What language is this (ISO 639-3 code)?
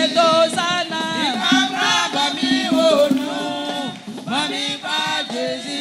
bci